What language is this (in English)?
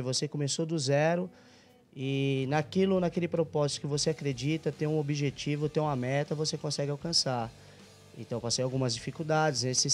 Portuguese